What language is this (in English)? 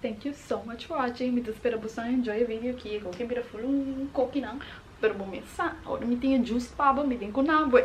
Papiamento